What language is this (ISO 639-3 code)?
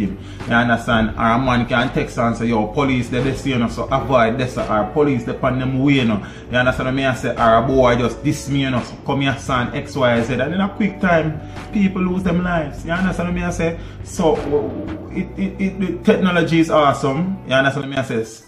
jam